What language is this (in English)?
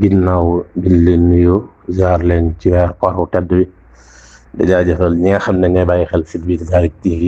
Wolof